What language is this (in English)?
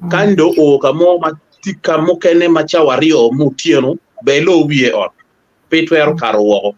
Acoli